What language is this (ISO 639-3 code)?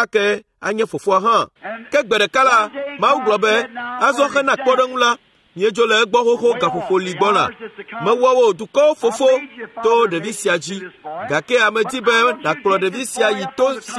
ewe